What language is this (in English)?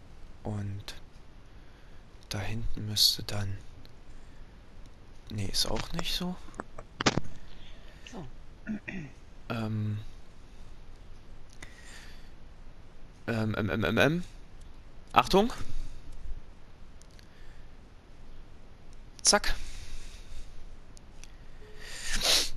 German